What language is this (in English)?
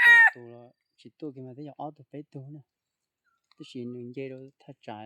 Hmong